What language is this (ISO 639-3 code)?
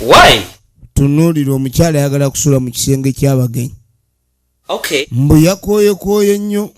lug